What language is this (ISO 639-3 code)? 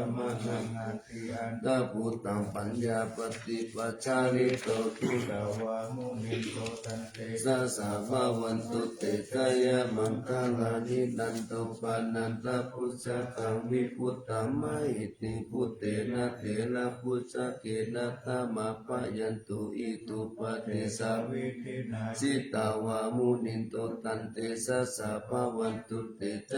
pli